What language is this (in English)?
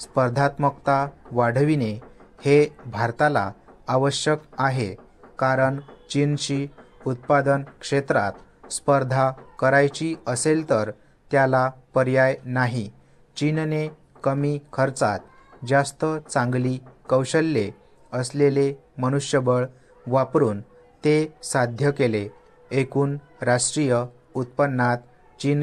Marathi